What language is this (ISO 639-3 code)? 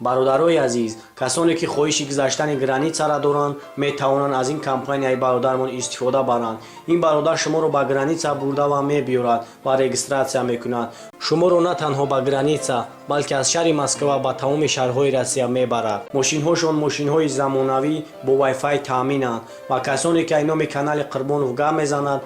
tgk